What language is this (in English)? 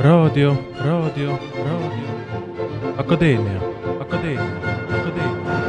Estonian